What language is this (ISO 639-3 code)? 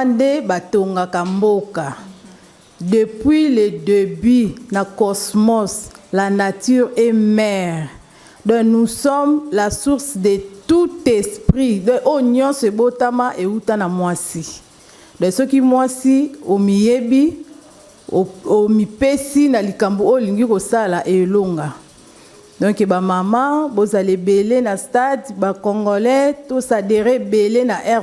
lin